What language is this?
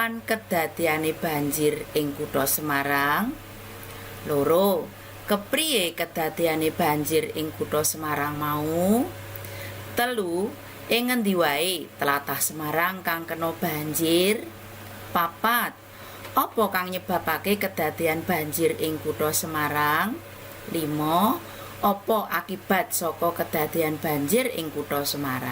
Javanese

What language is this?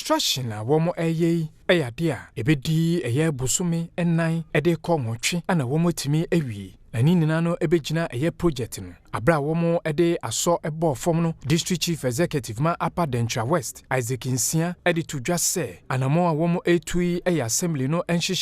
Akan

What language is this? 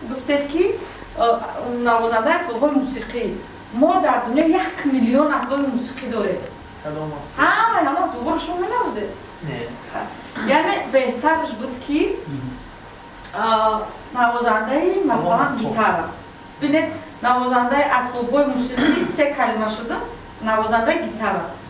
Tajik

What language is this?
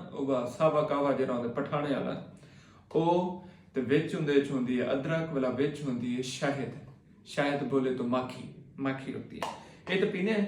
Saraiki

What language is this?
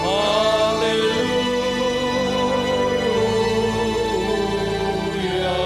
Batak Karo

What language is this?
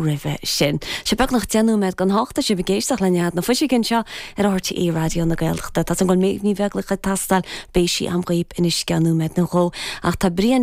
Irish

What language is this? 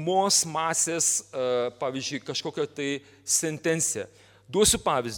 Lithuanian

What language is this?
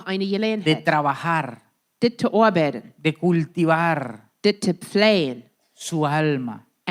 Plautdietsch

